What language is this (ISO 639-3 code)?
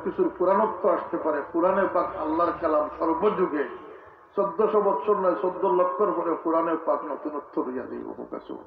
syl